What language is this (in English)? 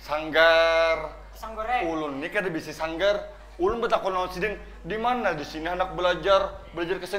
Banjar